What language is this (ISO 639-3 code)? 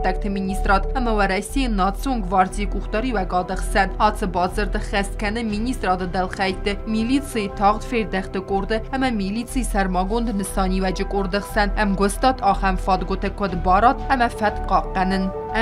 oss